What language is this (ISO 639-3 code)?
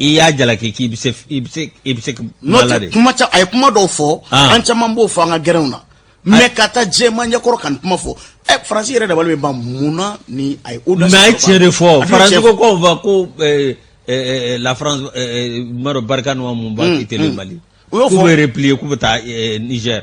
bam